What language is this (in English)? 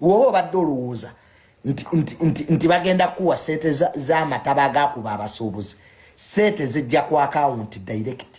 Ganda